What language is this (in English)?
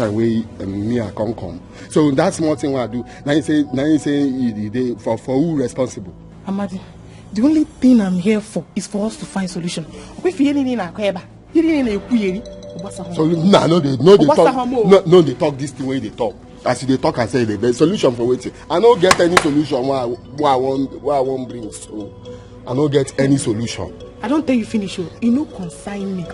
Nigerian Pidgin